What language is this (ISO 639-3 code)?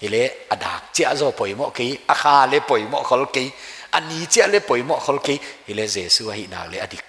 pck